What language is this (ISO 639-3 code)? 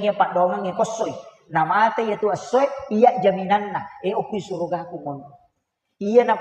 bug